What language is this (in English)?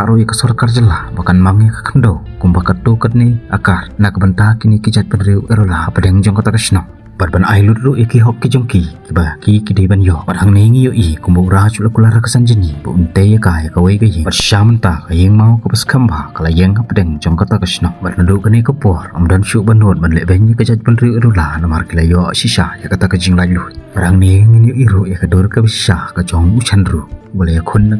Khasi